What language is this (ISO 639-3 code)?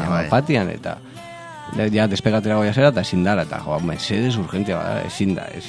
eus